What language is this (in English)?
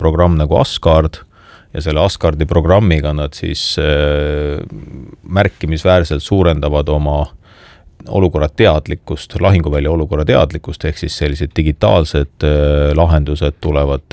Estonian